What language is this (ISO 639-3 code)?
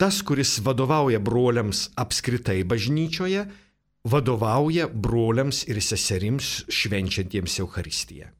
lit